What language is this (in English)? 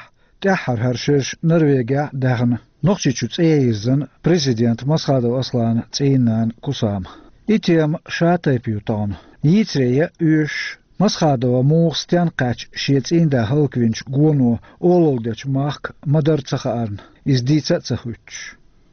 Chechen